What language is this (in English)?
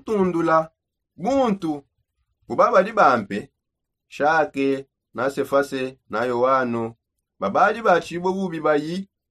Songe